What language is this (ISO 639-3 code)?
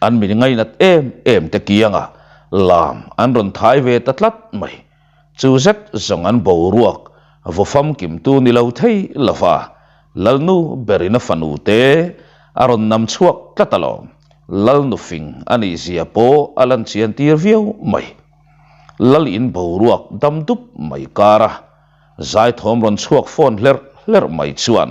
lus